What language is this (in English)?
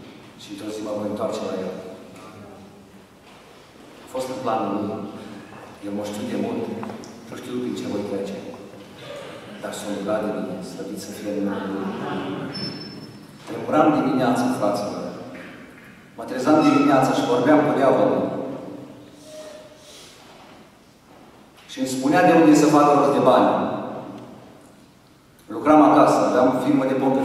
Romanian